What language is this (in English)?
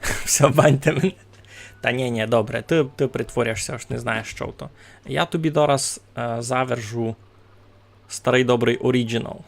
Rusyn